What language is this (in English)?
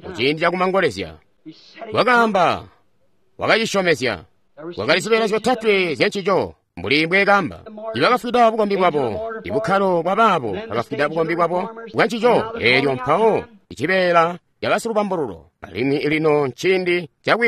Tonga (Zambia)